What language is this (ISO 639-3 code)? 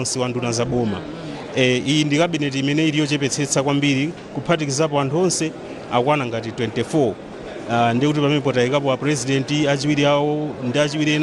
nya